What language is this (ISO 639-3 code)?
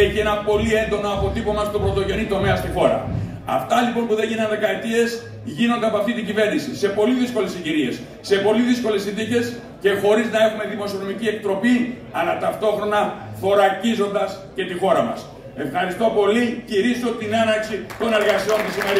ell